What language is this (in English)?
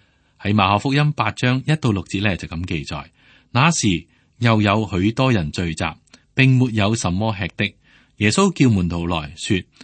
Cantonese